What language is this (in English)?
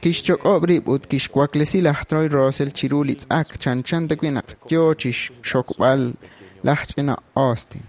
Kekchí